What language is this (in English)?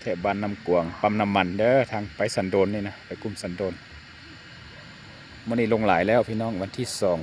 Lao